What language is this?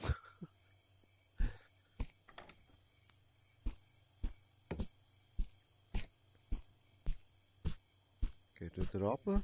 Swiss German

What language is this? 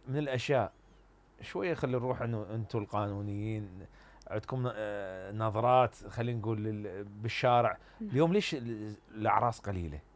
Mesopotamian Arabic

